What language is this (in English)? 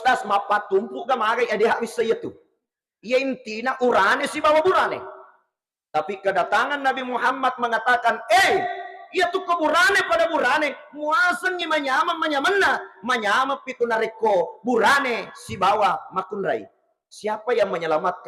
Buginese